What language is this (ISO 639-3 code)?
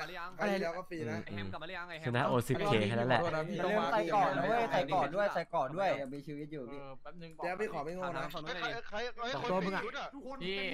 tha